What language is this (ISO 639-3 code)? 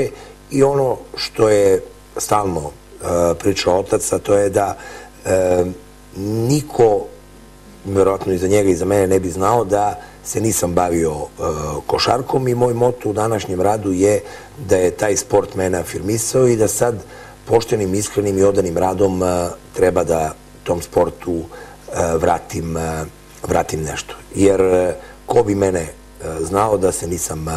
srp